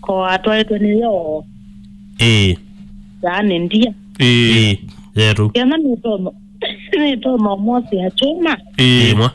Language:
Kamba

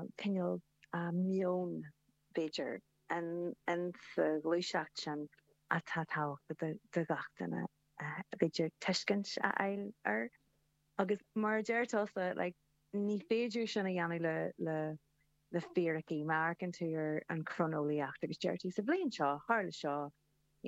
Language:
Irish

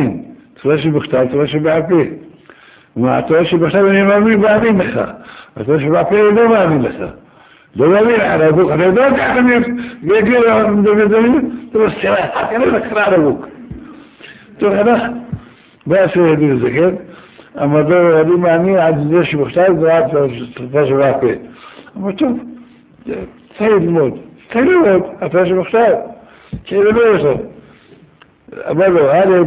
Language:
Hebrew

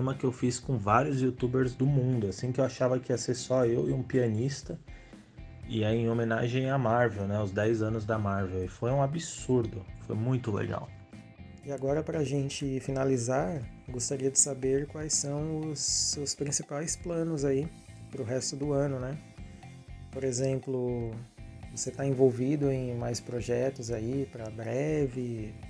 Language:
Portuguese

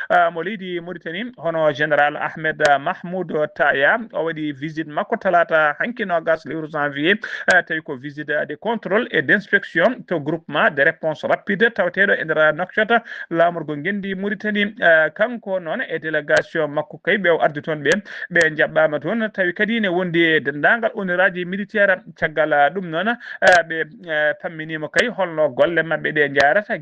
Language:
Fula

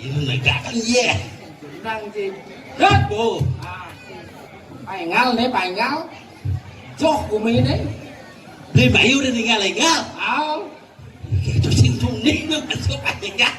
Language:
Balinese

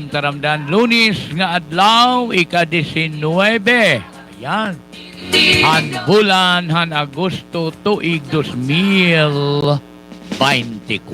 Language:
Waray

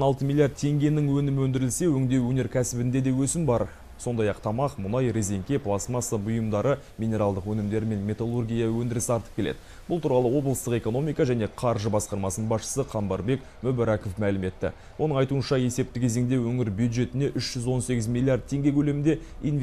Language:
Kazakh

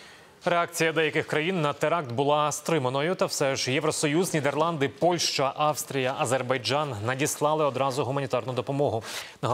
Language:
Ukrainian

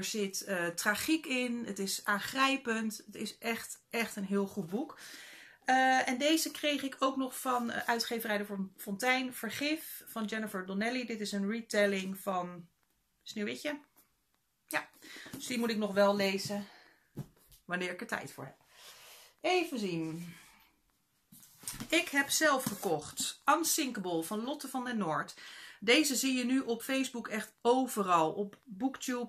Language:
Dutch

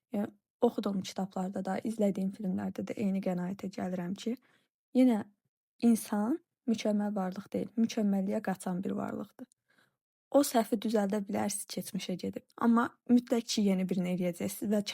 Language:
Azerbaijani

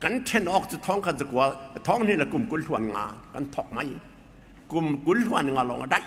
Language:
Falam Chin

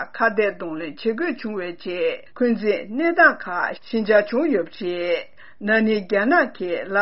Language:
Tibetan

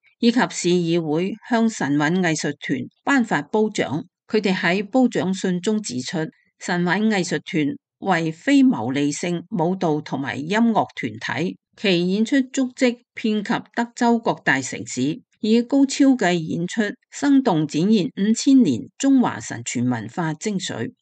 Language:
Cantonese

